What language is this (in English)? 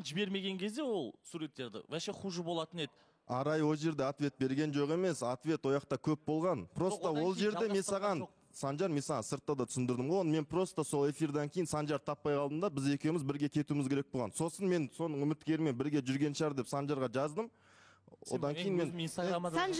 Kazakh